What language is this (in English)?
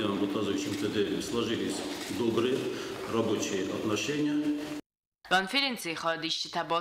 Ossetic